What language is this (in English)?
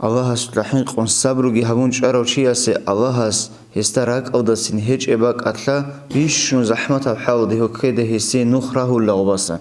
Avaric